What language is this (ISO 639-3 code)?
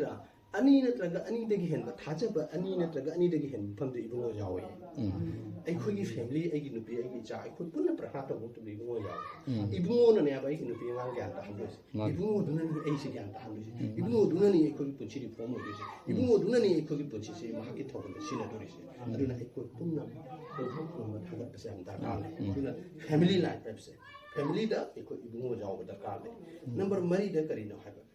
mni